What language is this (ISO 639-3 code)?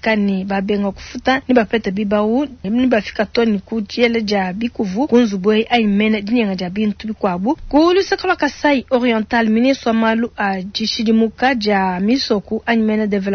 lua